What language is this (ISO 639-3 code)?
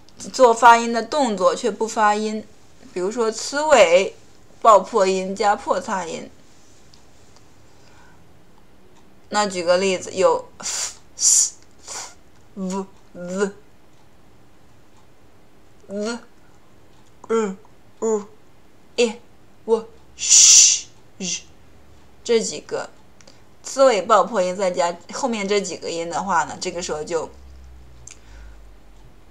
zho